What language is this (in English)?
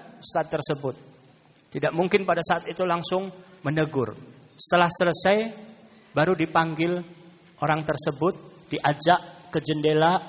Indonesian